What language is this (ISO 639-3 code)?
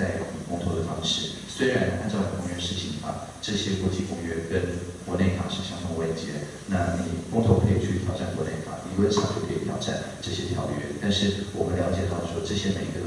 zho